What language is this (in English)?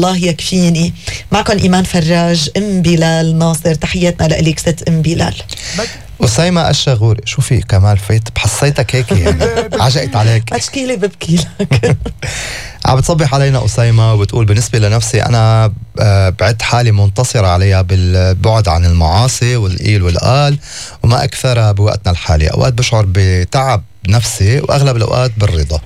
North Levantine Arabic